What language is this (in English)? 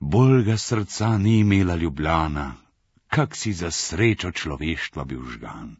Slovenian